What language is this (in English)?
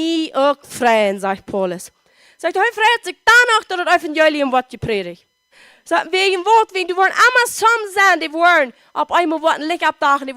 Plautdietsch